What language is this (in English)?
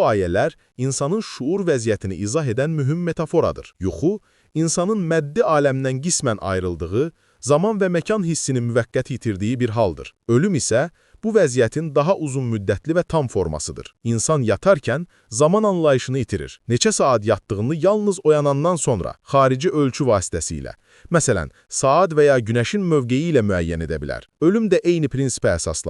Azerbaijani